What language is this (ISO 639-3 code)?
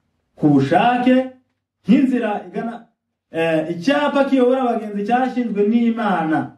kin